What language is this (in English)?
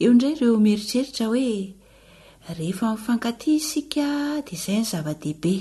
Malagasy